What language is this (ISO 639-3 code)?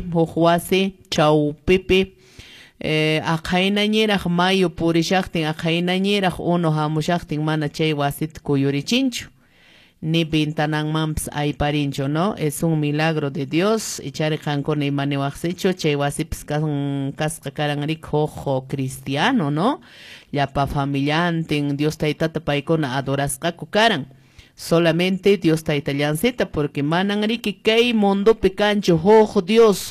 que